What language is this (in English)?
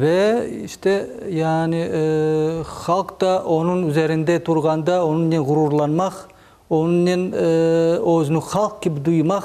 Crimean Tatar